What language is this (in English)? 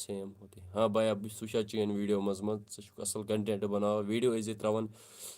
Kashmiri